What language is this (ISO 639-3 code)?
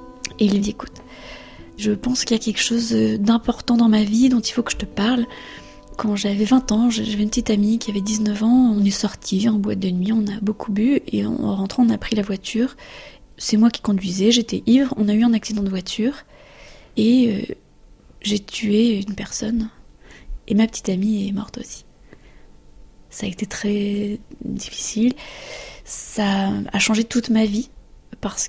fra